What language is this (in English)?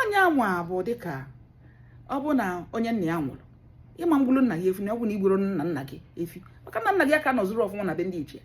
Igbo